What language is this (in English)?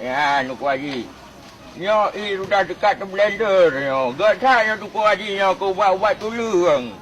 Achinese